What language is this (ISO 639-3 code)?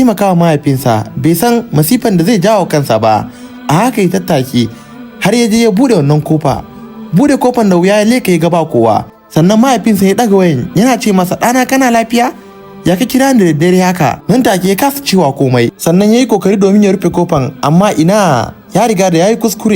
hau